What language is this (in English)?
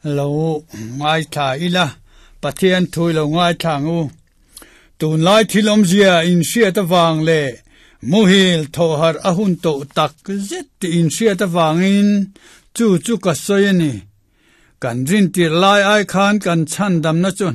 Mizo